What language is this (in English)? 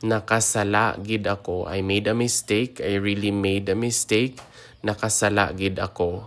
Hiligaynon